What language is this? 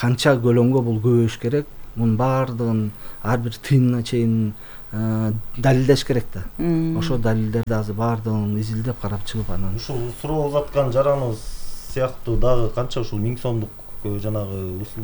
Kyrgyz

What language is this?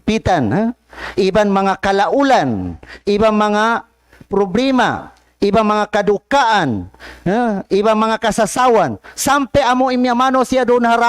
Tausug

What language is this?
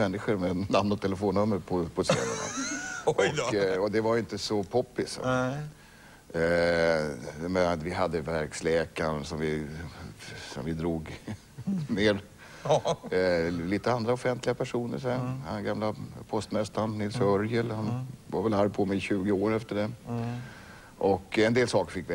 Swedish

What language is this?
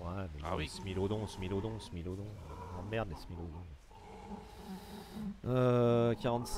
French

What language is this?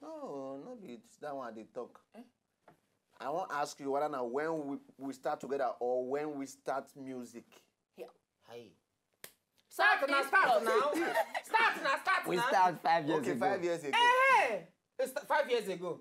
Nigerian Pidgin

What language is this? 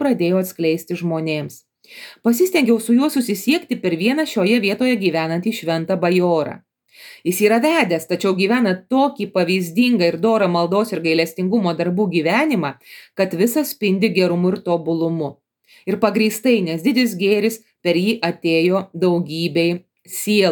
Lithuanian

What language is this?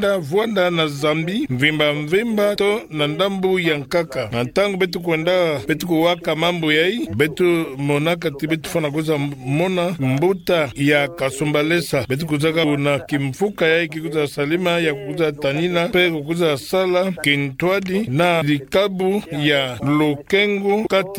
Kituba (Democratic Republic of Congo)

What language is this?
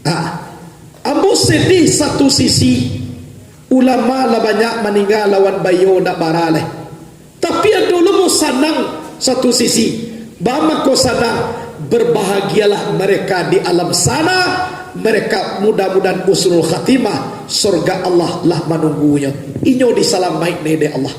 Minangkabau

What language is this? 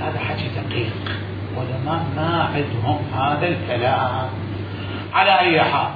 Mesopotamian Arabic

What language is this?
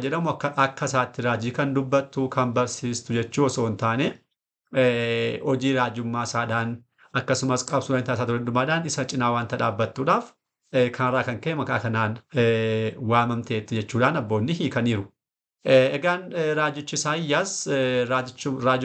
Oromo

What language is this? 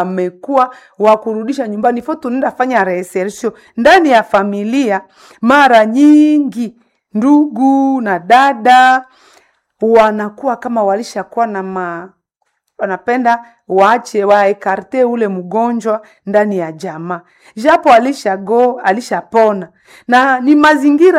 Swahili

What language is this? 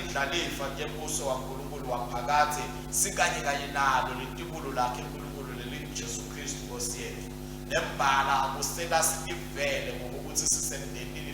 Swati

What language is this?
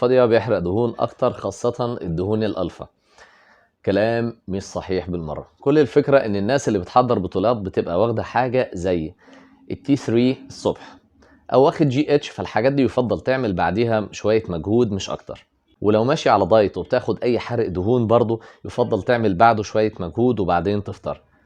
Egyptian Arabic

